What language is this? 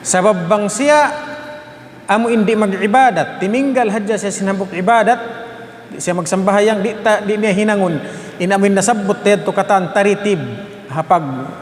Tausug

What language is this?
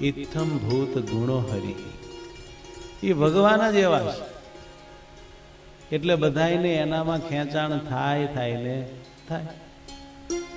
Gujarati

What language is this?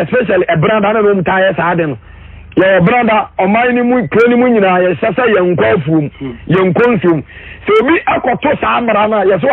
Akan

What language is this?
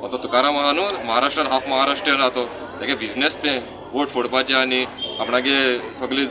Konkani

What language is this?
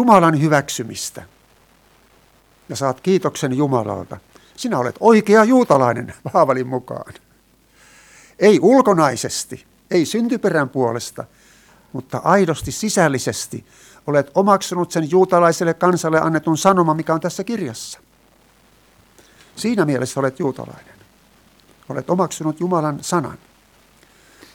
Finnish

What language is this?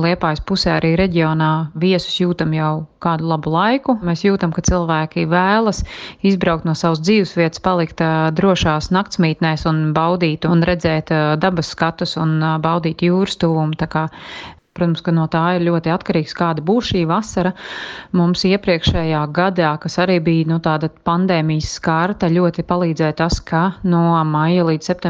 Latvian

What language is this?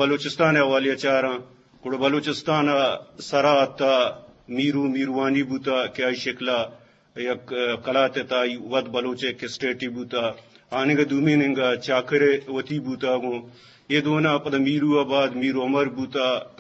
Eastern Balochi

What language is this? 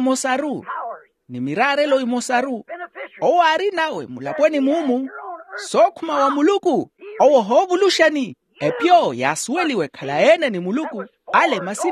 Makhuwa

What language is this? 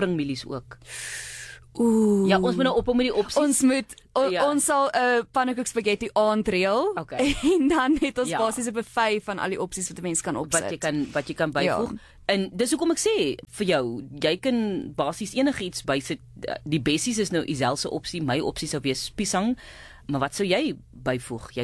Afrikaans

